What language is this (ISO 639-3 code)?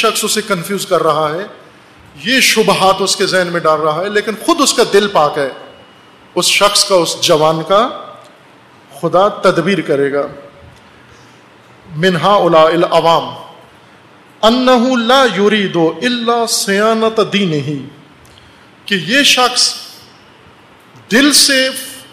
urd